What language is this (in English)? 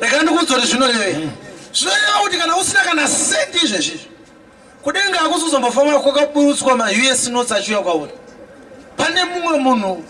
Shona